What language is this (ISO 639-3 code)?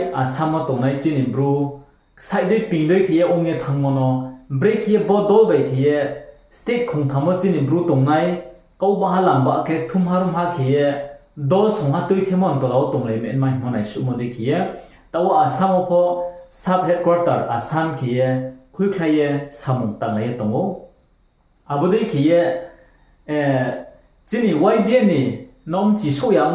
ria